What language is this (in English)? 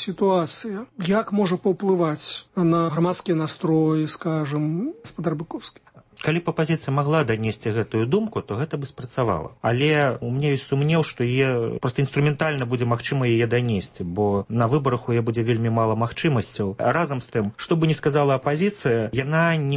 Belarusian